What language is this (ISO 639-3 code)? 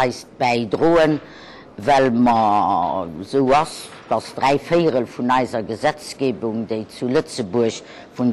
ltz